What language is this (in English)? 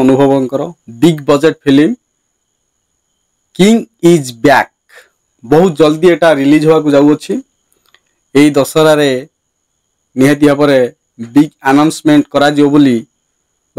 Odia